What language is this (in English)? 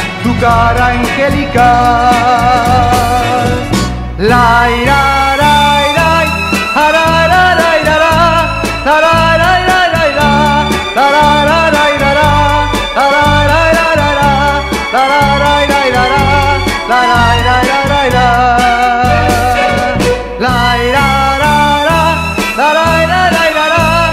Spanish